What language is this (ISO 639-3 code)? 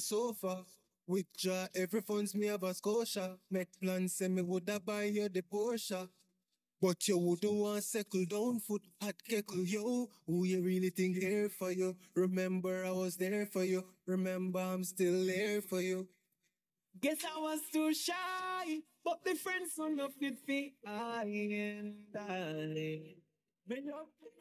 jam